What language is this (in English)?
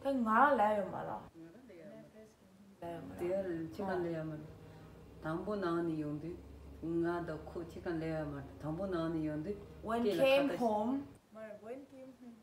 Tibetan